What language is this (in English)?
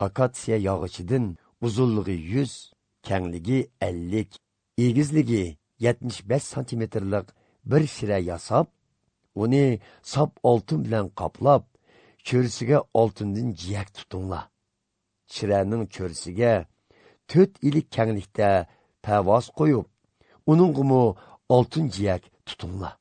Uyghur